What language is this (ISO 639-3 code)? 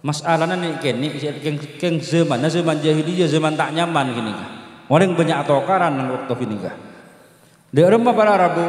mad